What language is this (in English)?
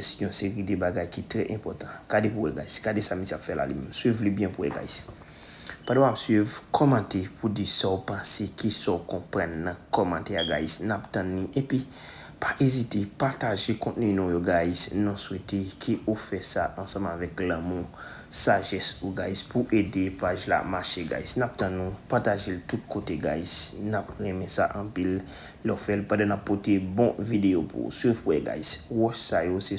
Haitian Creole